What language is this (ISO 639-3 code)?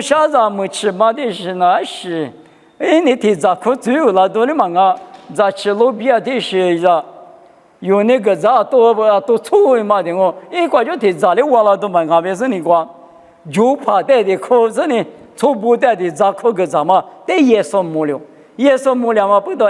lis